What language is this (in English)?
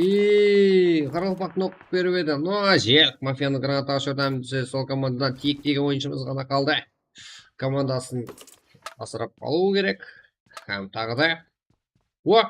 Kara-Kalpak